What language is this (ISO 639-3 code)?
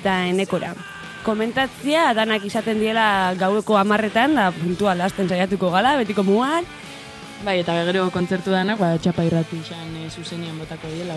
eus